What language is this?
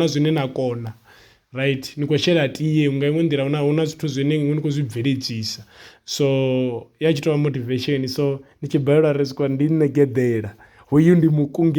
Venda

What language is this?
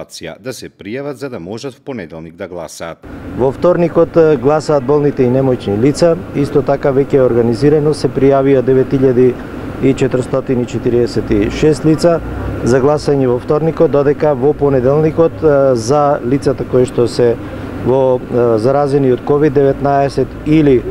Macedonian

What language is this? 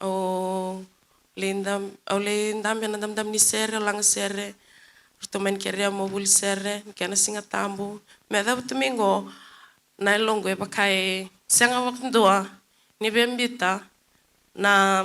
Fijian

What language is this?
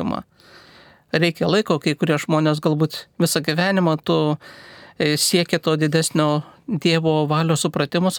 Lithuanian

